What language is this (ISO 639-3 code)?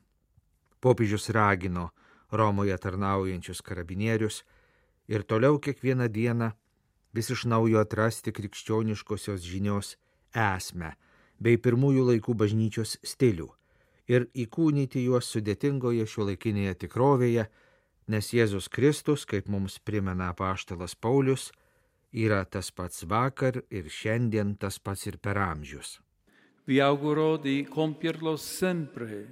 lit